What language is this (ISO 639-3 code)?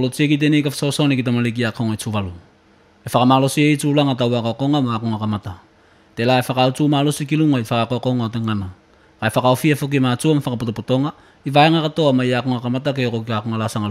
tvl